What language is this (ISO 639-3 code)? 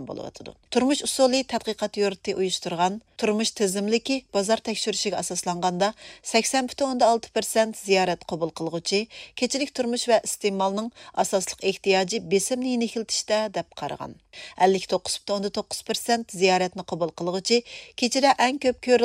uig